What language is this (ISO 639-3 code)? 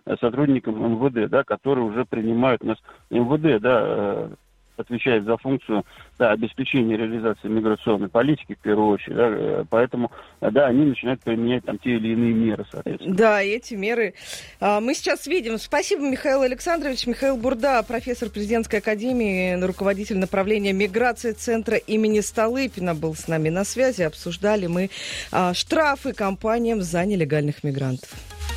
rus